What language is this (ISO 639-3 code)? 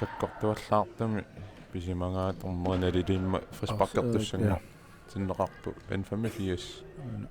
kal